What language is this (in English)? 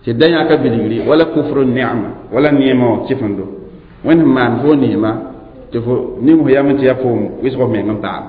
Mossi